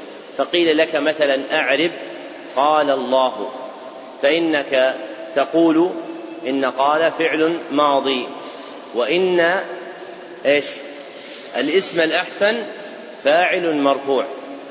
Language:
Arabic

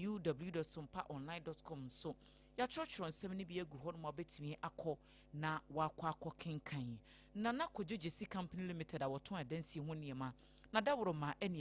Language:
Akan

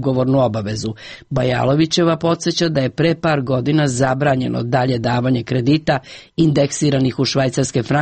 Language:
Serbian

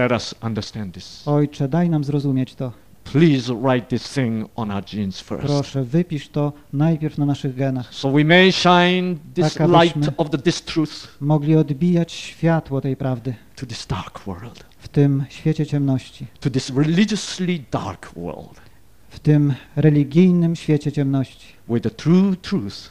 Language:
Polish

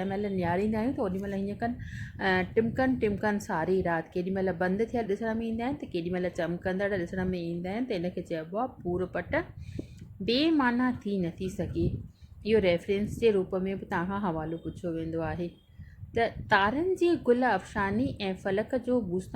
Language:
Sindhi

